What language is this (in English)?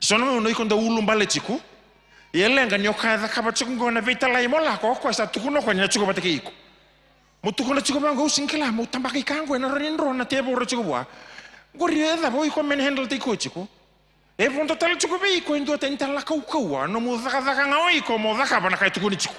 Fijian